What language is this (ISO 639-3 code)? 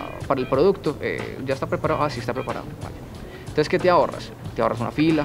spa